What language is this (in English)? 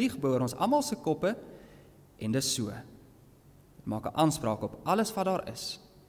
Afrikaans